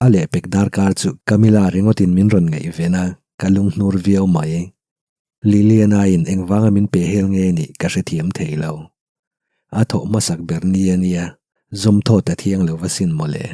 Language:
Mizo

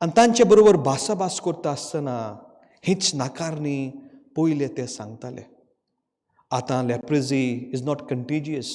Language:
Konkani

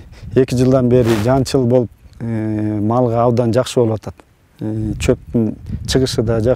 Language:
Kyrgyz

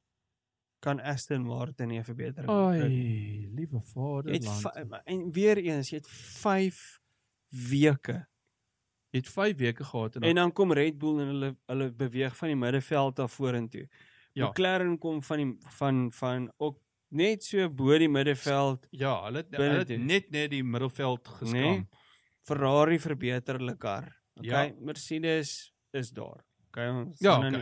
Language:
Afrikaans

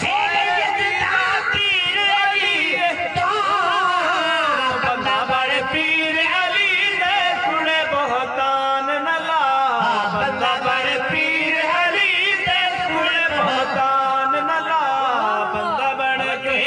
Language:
Saraiki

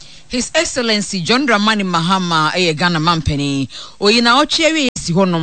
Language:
Akan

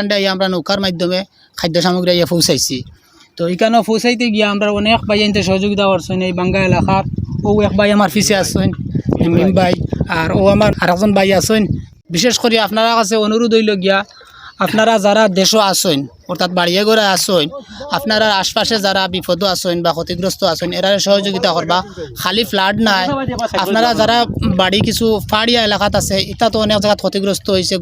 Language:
Sylheti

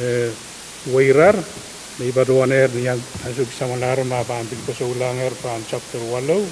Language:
Pohnpeian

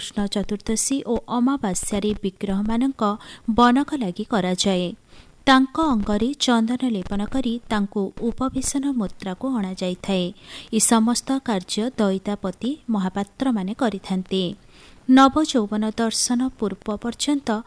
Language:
Odia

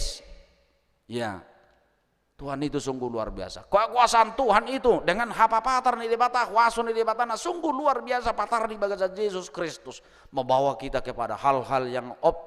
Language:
Batak Toba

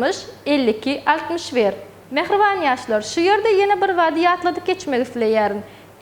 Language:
Turkmen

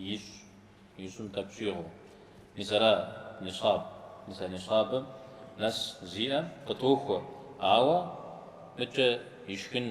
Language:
Kabardian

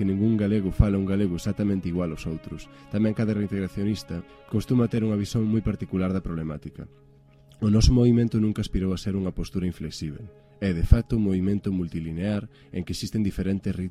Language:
Galician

